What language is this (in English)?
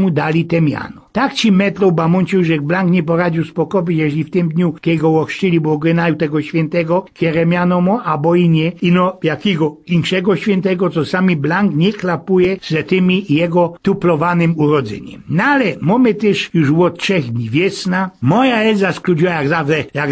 Silesian